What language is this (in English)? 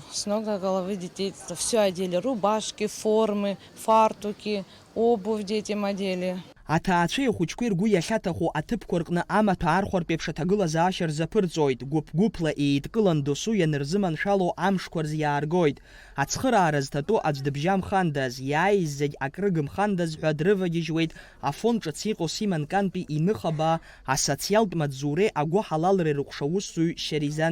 Abkhazian